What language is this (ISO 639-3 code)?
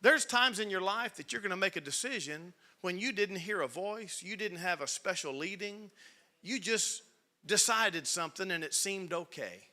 eng